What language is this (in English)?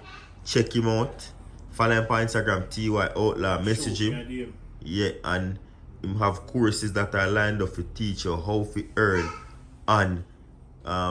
Jamaican Creole English